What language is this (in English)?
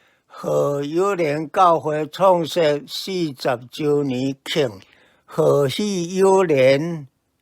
Min Nan Chinese